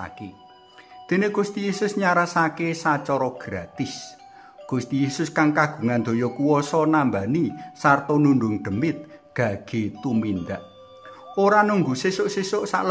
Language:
Javanese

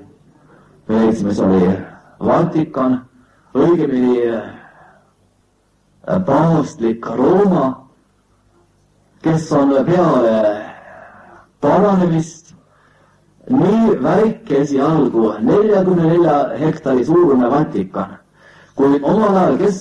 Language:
Estonian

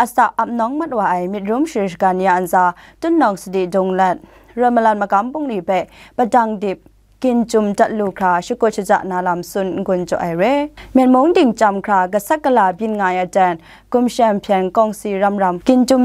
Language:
Kachin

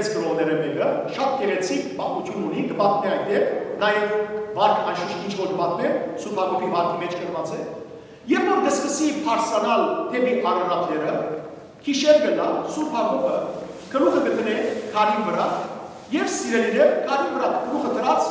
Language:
Western Armenian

